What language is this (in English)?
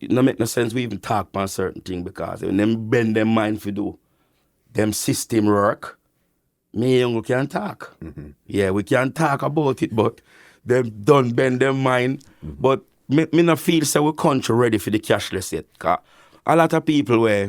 Jamaican Creole English